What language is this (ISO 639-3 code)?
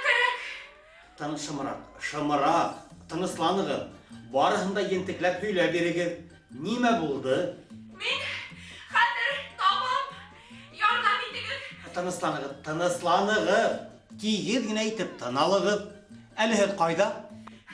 bak